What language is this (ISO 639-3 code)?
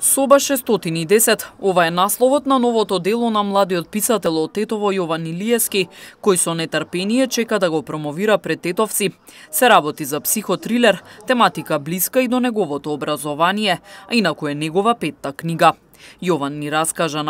mkd